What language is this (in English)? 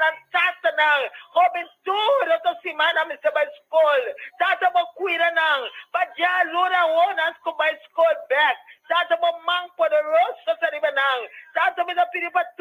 Papiamento